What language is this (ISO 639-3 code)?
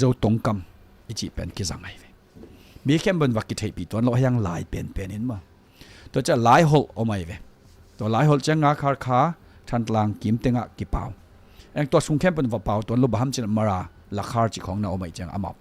ctd